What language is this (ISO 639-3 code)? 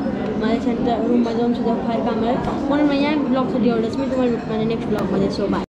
mar